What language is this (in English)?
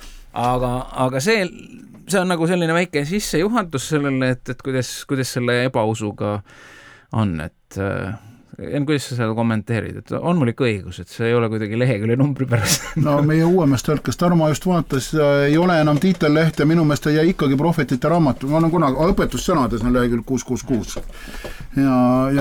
Estonian